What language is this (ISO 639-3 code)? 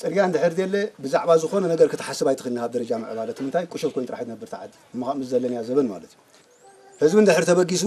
tir